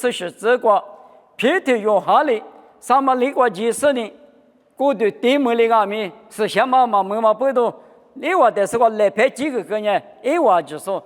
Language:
Lisu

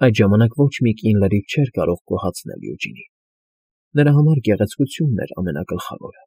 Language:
Armenian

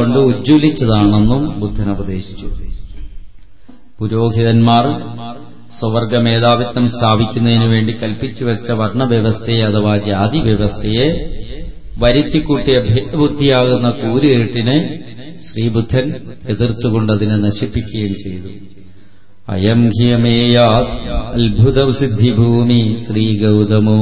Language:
Malayalam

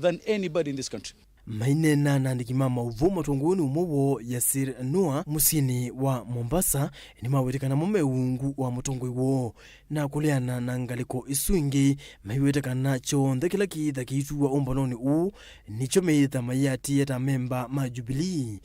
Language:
Kamba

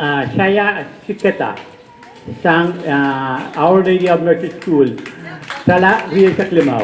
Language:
Pohnpeian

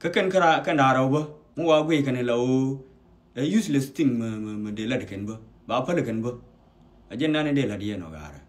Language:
Nuer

